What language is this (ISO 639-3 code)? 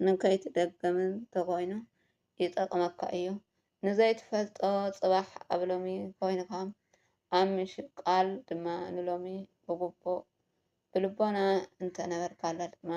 tir